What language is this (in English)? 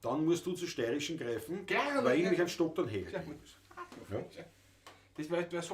Bavarian